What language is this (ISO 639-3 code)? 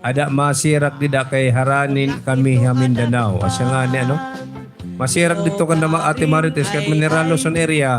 war